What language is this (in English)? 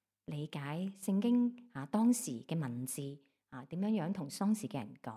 Cantonese